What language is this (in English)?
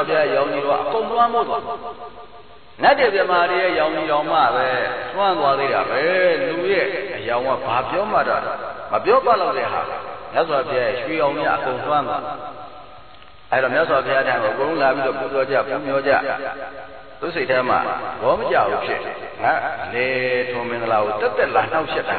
Burmese